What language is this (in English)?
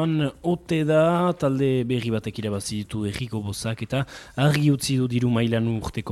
Basque